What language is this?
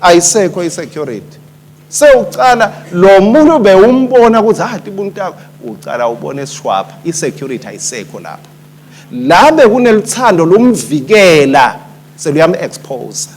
Swati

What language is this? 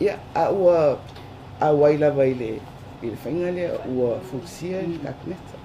Samoan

